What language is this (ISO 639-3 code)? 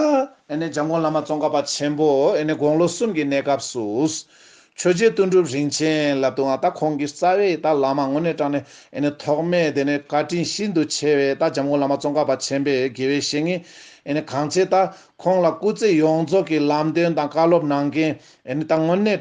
bod